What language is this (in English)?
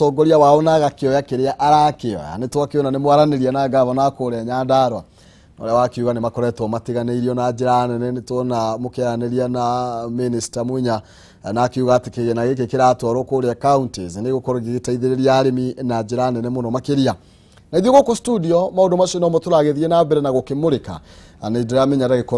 Kikuyu